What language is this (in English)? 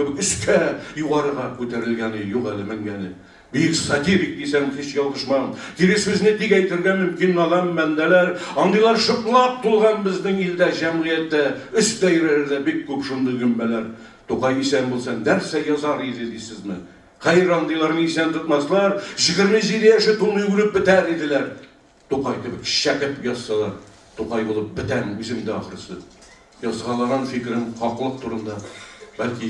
Tatar